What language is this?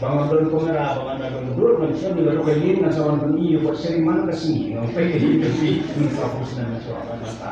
Khasi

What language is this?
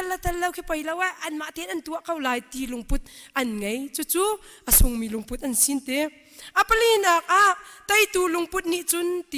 Hakha Chin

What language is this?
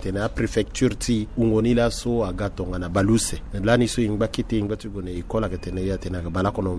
Sango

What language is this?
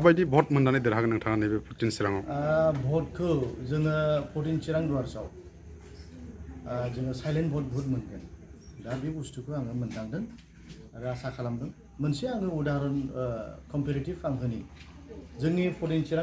Bodo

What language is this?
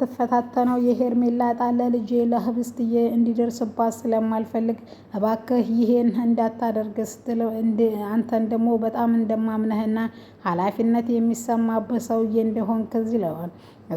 Amharic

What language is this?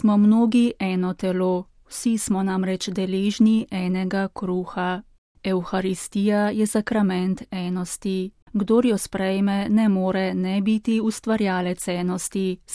Slovenian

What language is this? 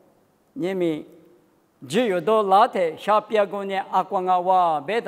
Lisu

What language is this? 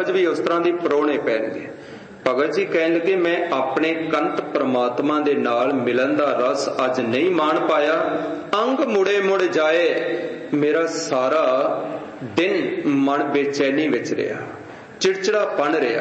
Punjabi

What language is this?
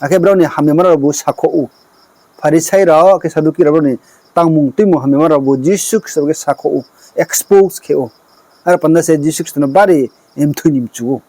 Riang (India)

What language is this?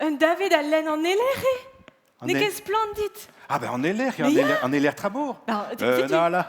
Breton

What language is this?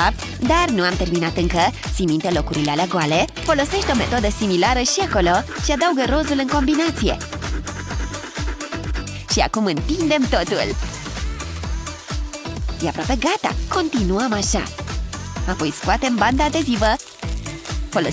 Romanian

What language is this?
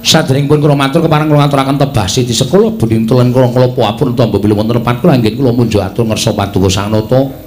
Javanese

